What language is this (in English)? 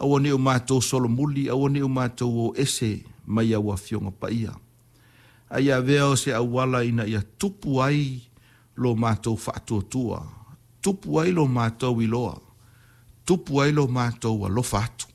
Samoan